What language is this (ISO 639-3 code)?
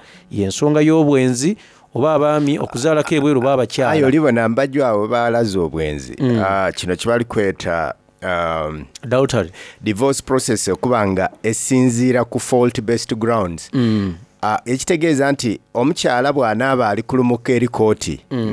xog